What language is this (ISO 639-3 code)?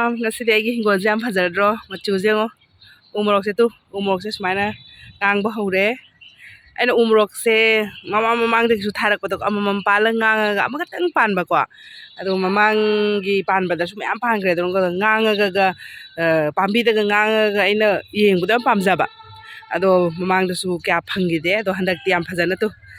mni